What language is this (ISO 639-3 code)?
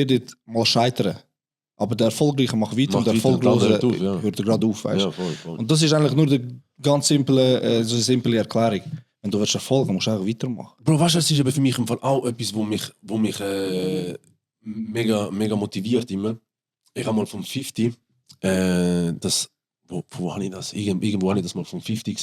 gsw